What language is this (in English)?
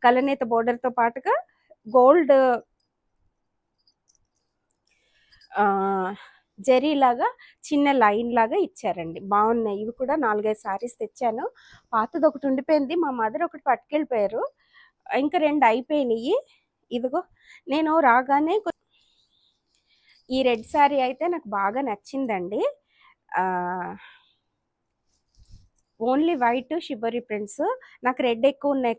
Telugu